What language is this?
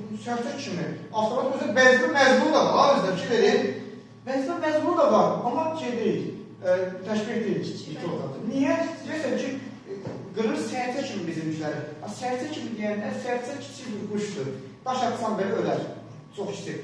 Azerbaijani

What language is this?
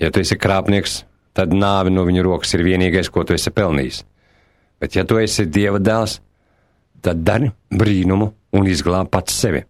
Latvian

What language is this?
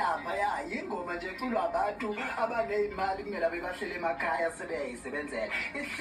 Zulu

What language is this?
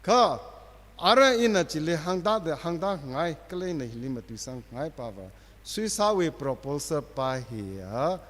Tangkhul Naga (India)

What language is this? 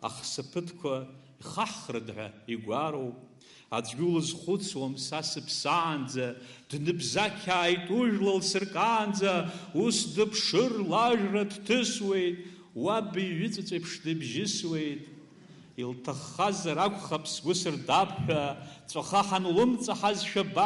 Abkhazian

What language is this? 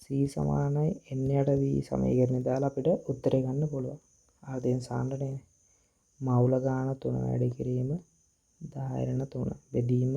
Sinhala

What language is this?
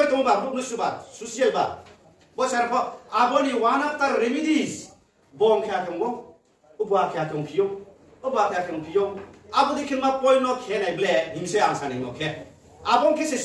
Riang (India)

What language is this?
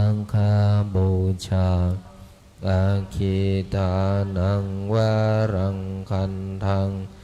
Pali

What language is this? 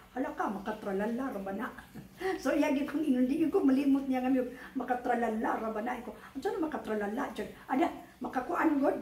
Cebuano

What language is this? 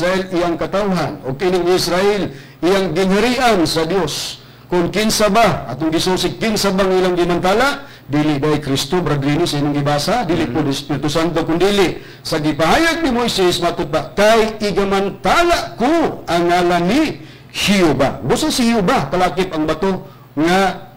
Cebuano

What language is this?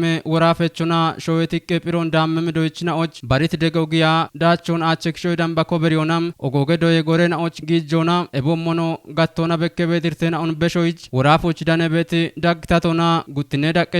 Kafa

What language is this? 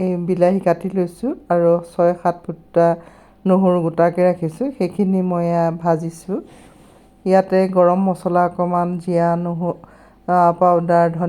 Assamese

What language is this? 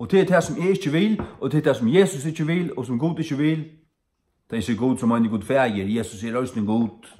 Faroese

